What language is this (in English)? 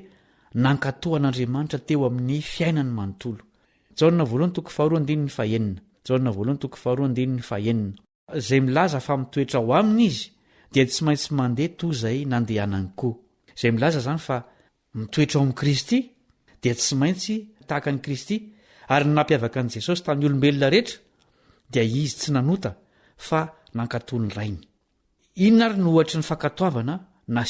Malagasy